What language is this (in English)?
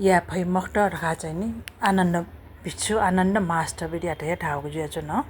Newari